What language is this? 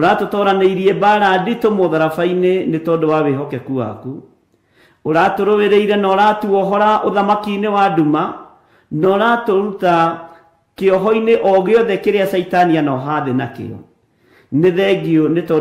Kikuyu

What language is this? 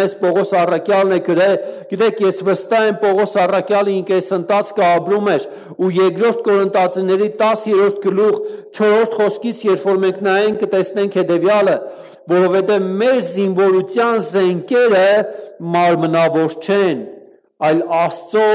Armenian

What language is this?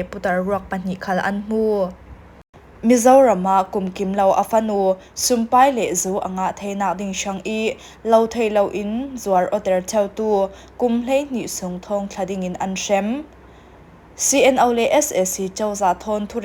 Falam Chin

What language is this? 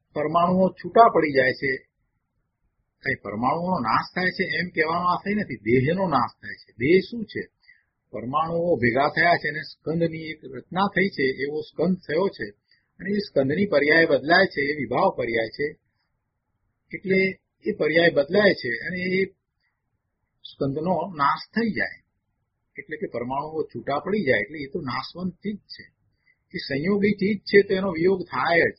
Gujarati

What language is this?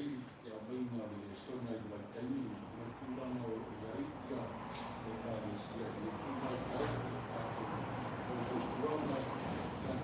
Samoan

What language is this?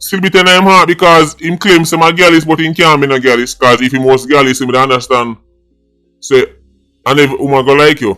Jamaican Creole English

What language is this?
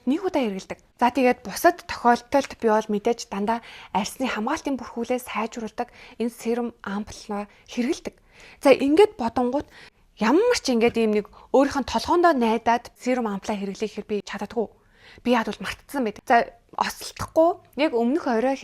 Mongolian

